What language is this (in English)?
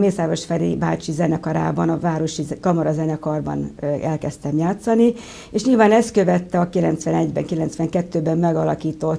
Hungarian